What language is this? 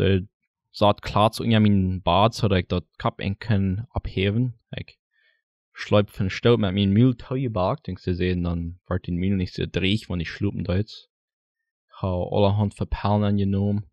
Plautdietsch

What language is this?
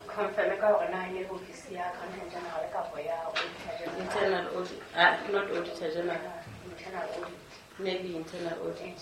Southern Sotho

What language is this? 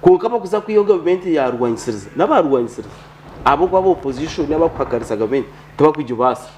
Nyankole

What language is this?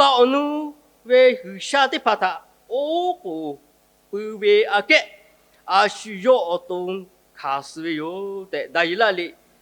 Lahu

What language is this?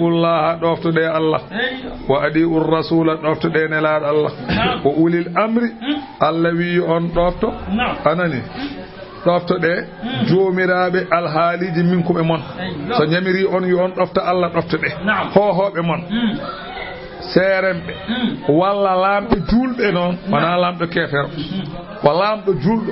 Fula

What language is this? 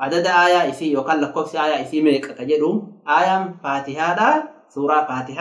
Oromo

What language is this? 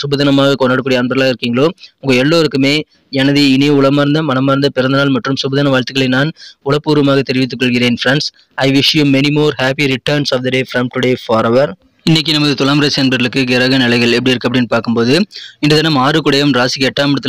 Tamil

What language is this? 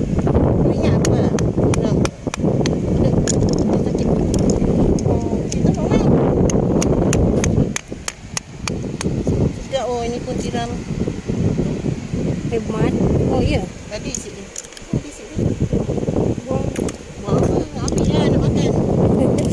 Malay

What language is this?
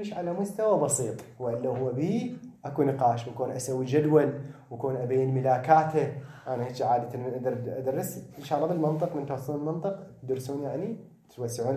Mesopotamian Arabic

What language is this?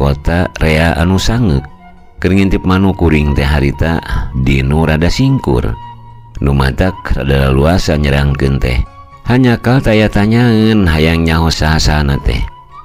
Sundanese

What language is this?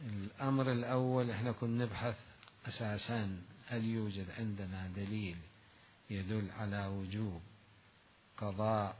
Mesopotamian Arabic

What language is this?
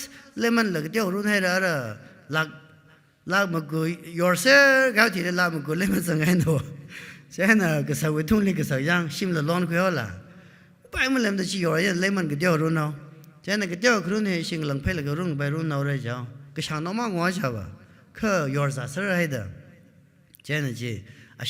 Tangkhul Naga (India)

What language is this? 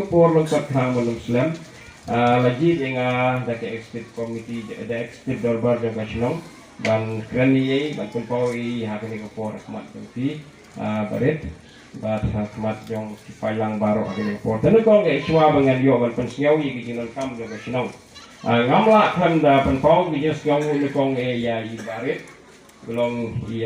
Khasi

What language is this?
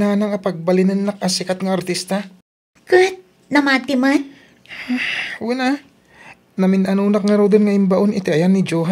Iloko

